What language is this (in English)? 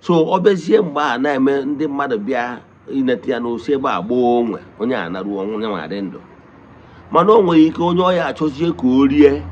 Igbo